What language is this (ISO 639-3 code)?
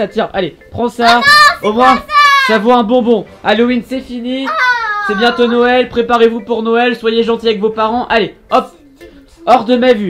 fra